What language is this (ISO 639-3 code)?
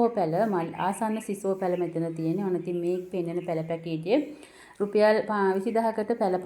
sin